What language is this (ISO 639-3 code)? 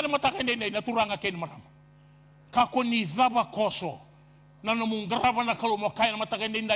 fij